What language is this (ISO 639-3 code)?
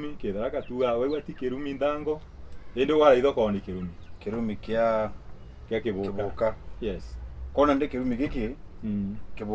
mer